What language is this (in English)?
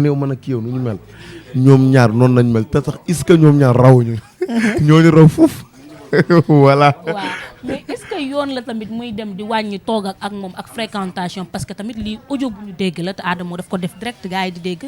Wolof